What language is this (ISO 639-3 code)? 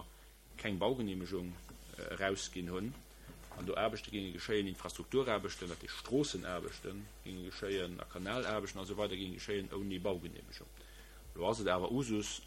ltz